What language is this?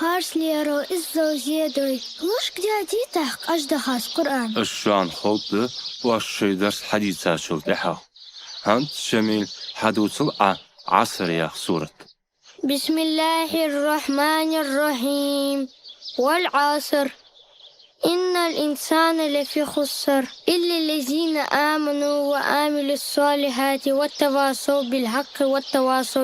Ingush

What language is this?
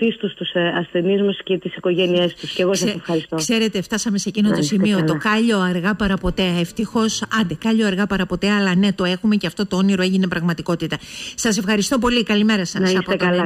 Greek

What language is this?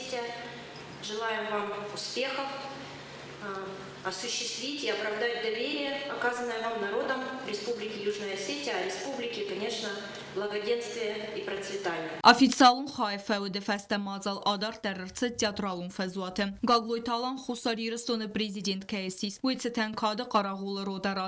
Ossetic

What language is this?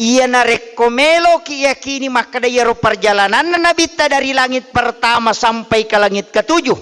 Buginese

